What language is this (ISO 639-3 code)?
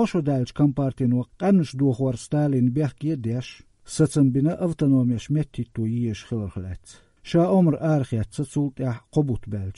che